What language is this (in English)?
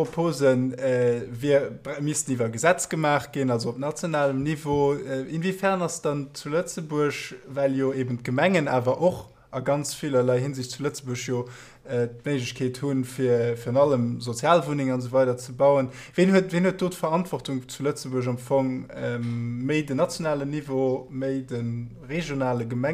Luxembourgish